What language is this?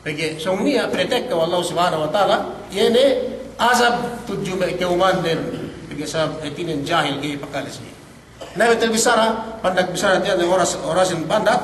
Yakan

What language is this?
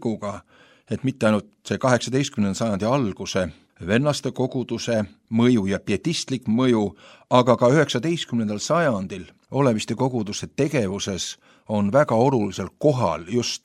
Estonian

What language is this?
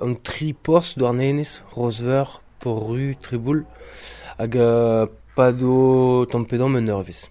Breton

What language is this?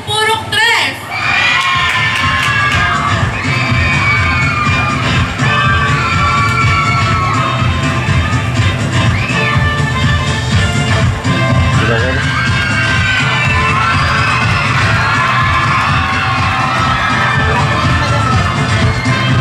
Filipino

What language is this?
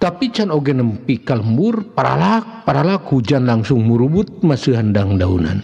Sundanese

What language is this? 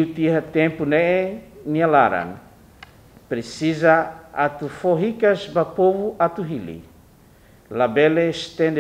Tetum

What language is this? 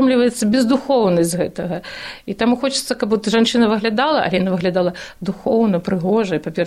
Belarusian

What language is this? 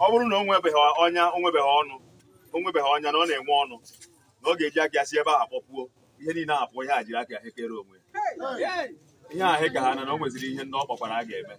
Igbo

